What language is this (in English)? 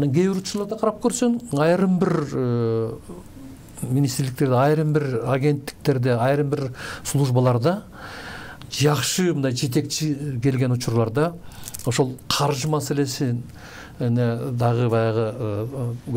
Kyrgyz